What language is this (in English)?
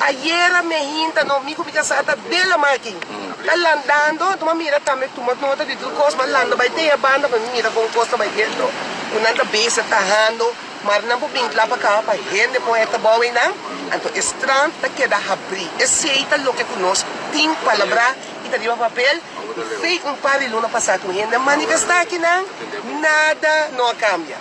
Papiamento